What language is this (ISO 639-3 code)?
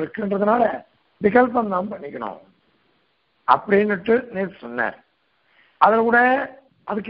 tam